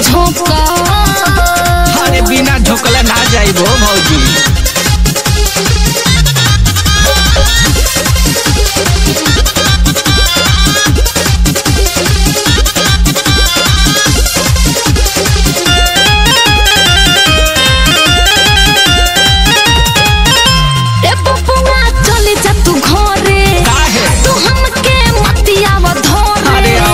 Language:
Bhojpuri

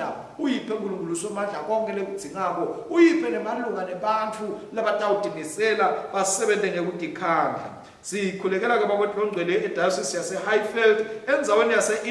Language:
Swati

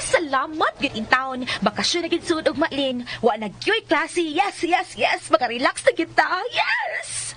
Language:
Cebuano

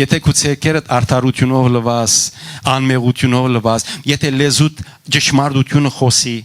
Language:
Western Armenian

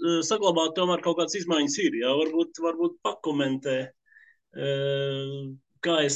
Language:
Latvian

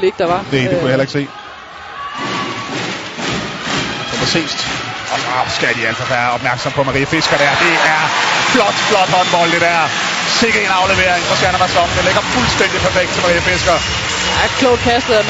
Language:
Danish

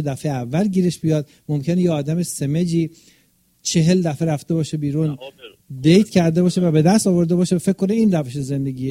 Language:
Persian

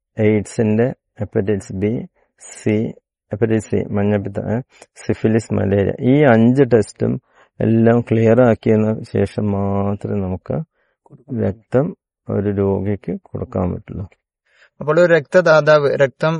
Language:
Malayalam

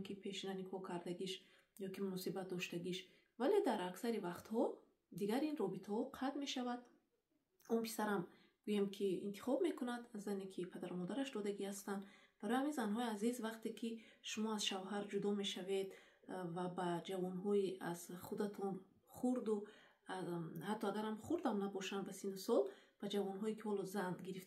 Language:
Tajik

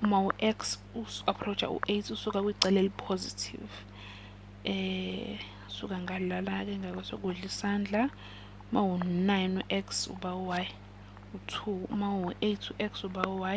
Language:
Zulu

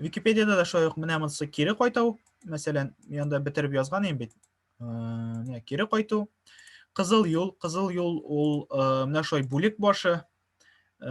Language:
Tatar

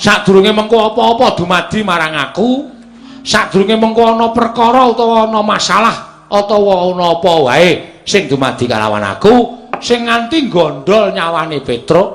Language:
Javanese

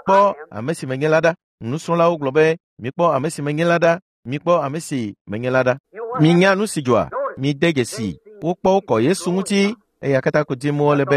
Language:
Ewe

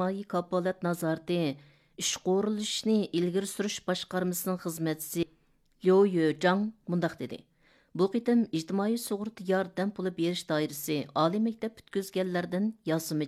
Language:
Uyghur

